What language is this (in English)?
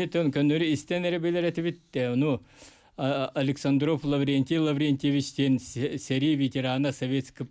Yakut